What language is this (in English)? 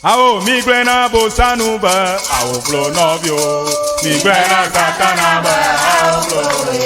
Ewe